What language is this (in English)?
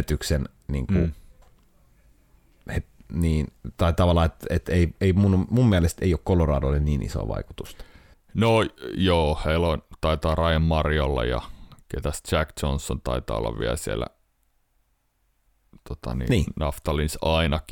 Finnish